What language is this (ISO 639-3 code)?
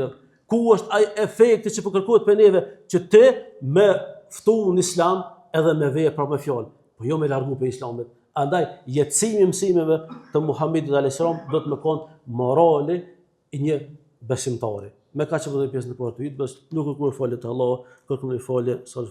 sqi